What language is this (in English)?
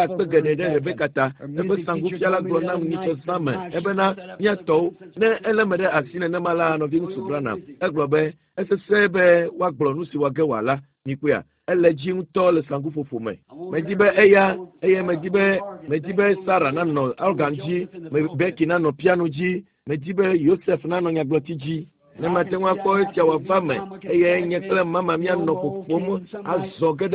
Ewe